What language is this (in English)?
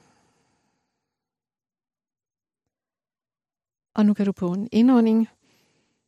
Danish